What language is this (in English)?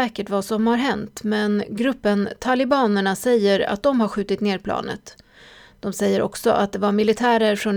Swedish